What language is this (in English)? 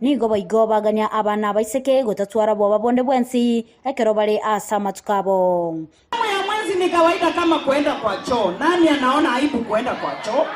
Gusii